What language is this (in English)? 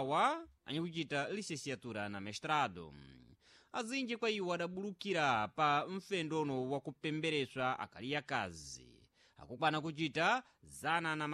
Sena